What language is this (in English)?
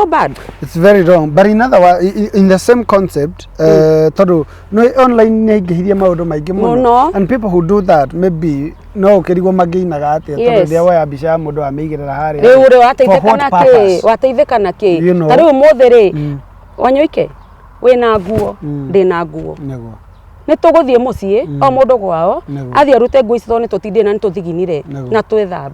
Kikuyu